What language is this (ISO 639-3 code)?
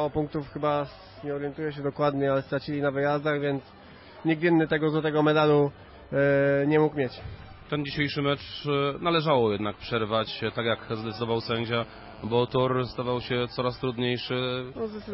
pol